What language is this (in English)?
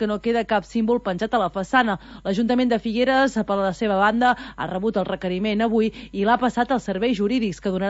Catalan